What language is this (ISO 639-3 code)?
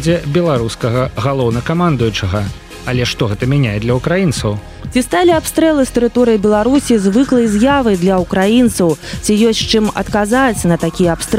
bel